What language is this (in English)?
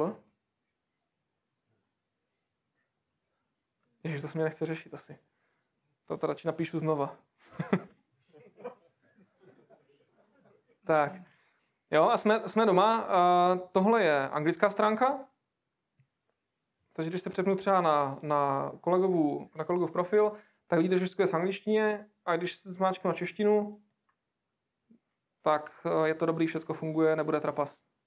Czech